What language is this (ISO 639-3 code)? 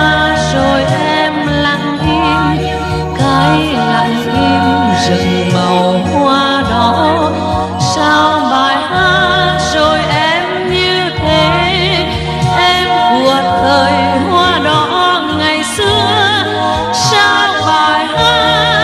vie